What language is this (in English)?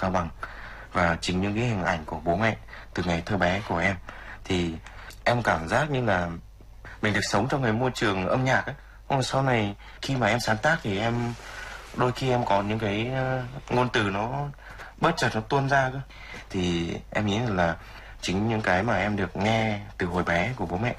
Vietnamese